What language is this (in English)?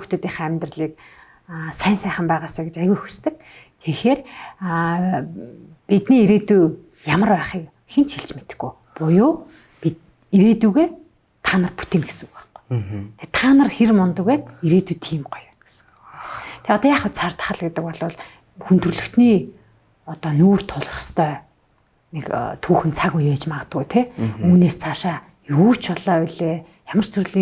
Mongolian